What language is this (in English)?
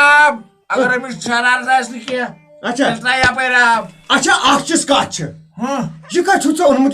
Kashmiri